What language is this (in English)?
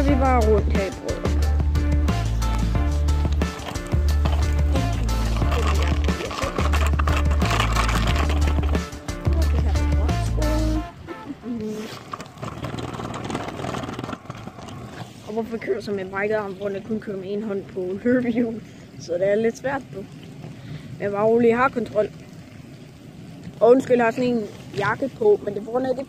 Danish